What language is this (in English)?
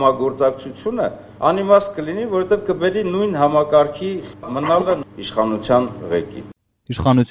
Armenian